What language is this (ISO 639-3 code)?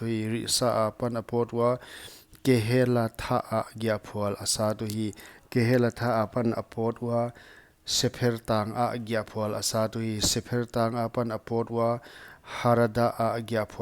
pck